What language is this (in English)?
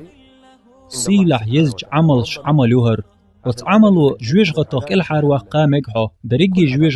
Chechen